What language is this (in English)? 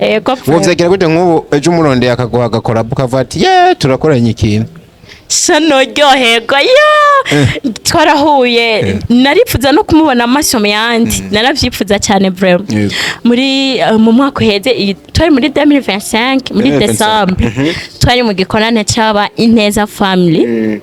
Rundi